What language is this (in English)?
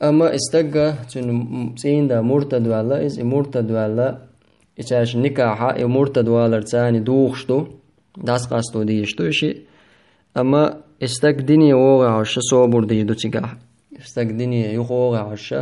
Chechen